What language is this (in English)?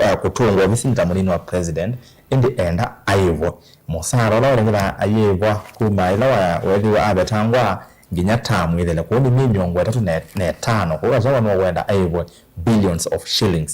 Kamba